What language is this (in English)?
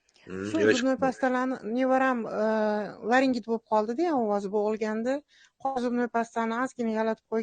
Uzbek